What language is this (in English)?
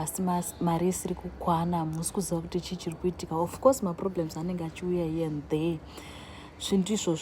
Shona